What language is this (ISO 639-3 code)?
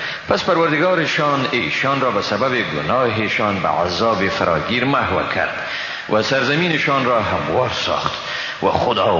fas